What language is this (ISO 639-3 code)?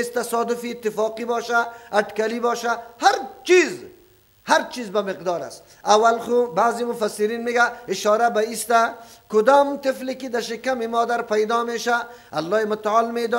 fas